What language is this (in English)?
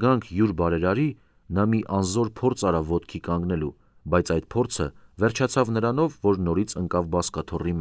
Armenian